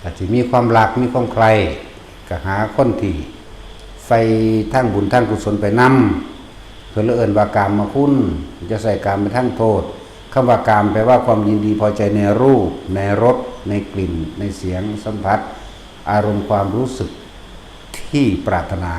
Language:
Northeastern Thai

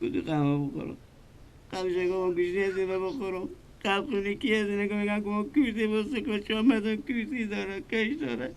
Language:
Persian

